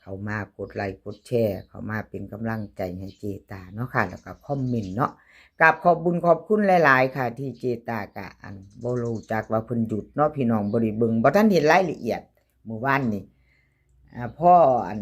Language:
Northeastern Thai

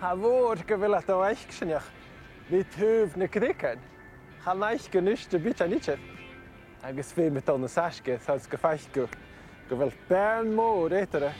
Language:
Scottish Gaelic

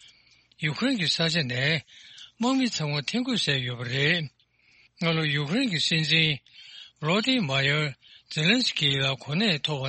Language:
Tibetan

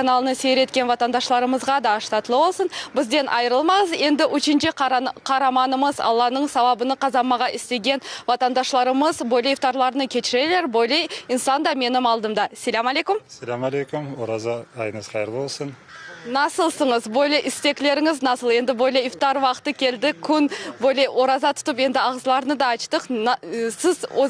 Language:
Crimean Tatar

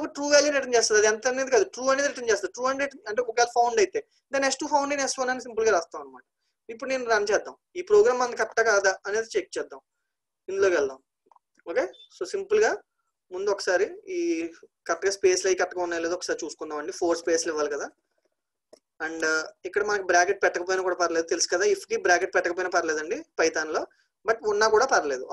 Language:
Telugu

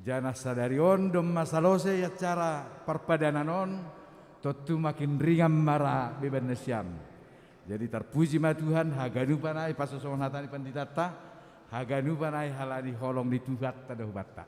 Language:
Batak Simalungun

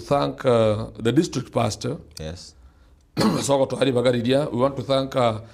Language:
Gusii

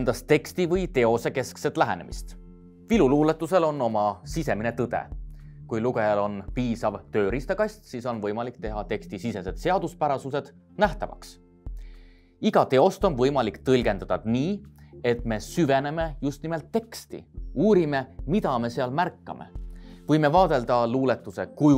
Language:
Estonian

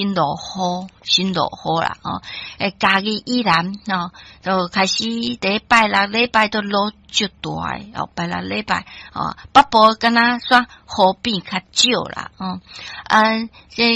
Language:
Min Nan Chinese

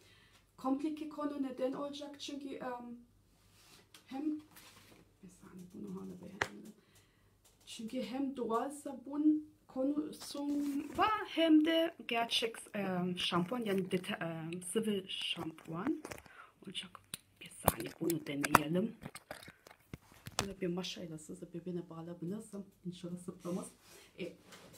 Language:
Turkish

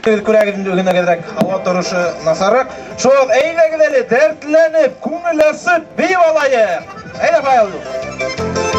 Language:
Bashkir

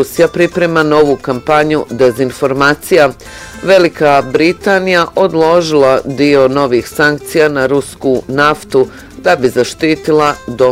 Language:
Bosnian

